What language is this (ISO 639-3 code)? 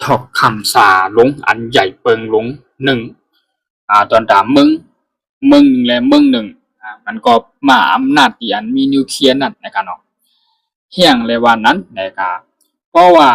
shn